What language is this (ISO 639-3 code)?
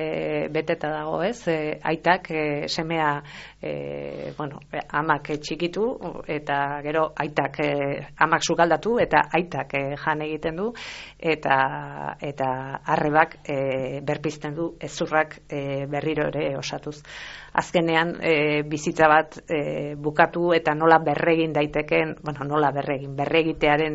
eus